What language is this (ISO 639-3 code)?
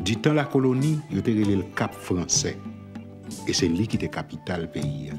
hat